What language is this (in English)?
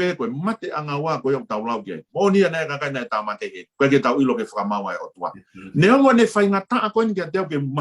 Tongan